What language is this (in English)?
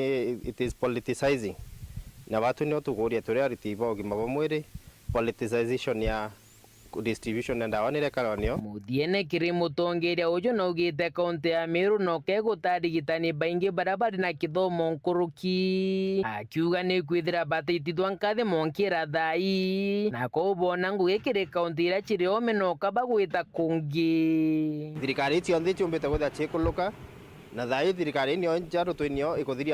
Meru